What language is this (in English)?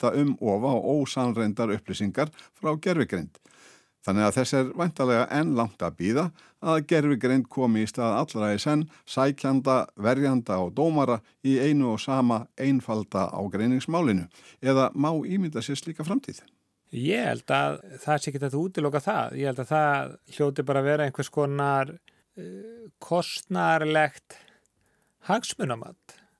Icelandic